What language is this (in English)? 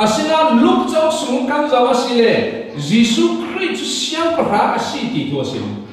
Falam Chin